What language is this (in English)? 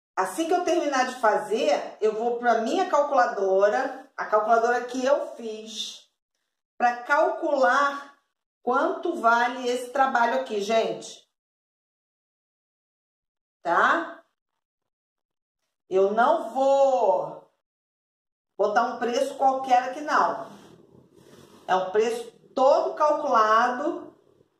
Portuguese